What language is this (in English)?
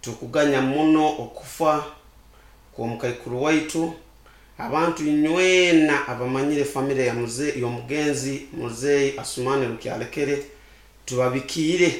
Nyankole